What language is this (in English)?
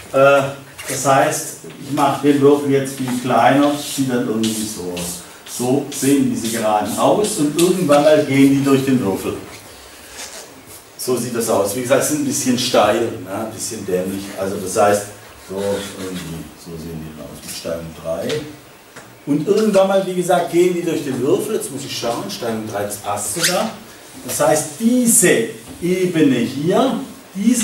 German